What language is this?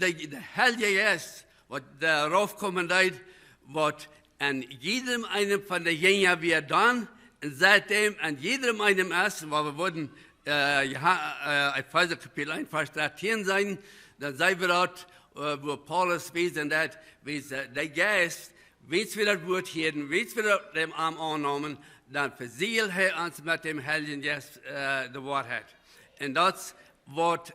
Plautdietsch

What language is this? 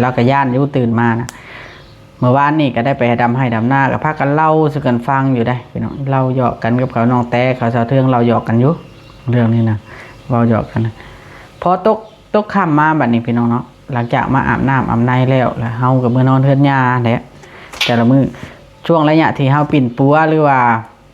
Lao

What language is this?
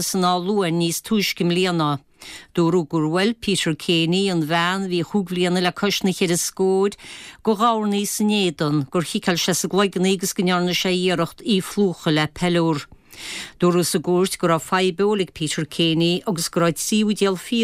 Irish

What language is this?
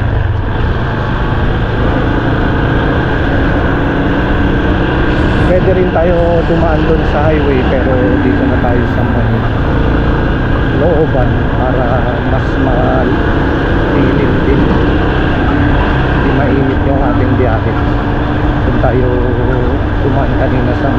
Filipino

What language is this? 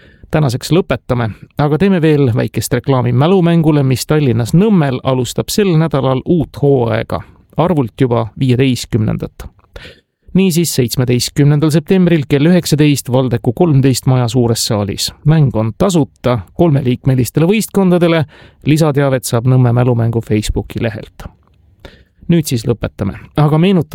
Estonian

